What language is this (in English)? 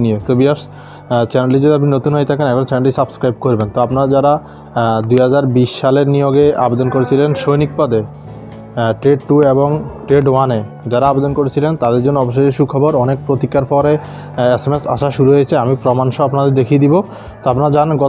Bangla